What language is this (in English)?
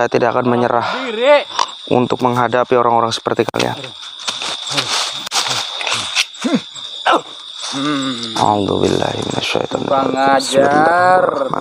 Indonesian